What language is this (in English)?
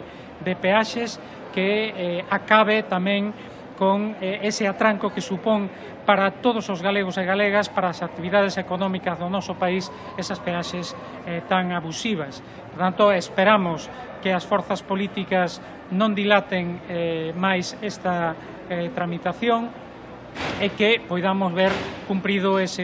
Galician